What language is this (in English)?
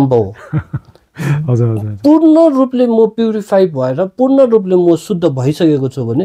Nepali